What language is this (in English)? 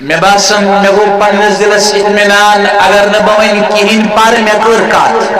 Kashmiri